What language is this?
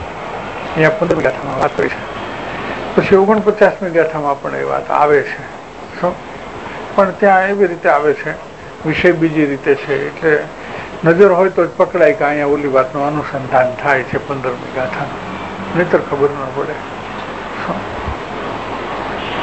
Gujarati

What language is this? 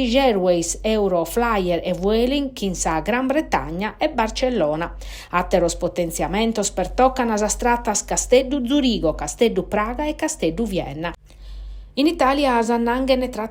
Sardinian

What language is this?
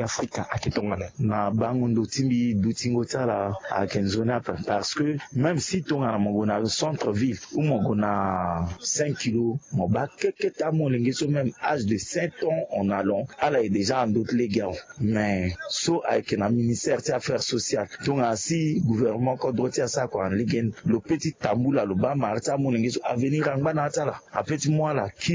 Sango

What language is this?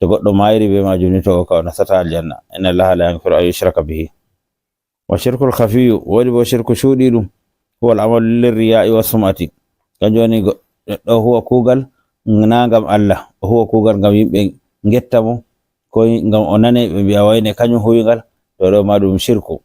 Fula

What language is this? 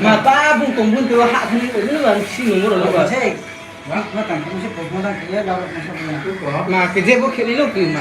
Riang (India)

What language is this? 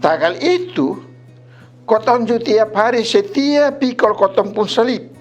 Kupang Malay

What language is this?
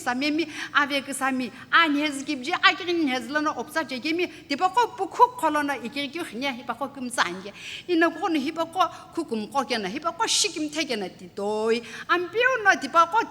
Sumi Naga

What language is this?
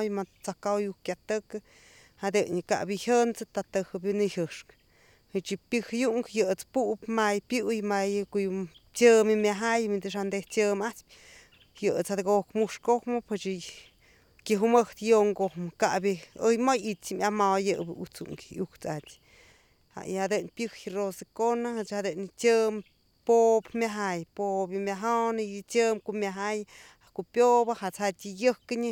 Slovenian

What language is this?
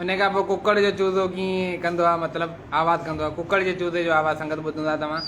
Sindhi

